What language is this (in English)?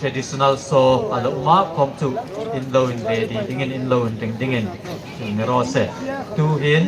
Hmar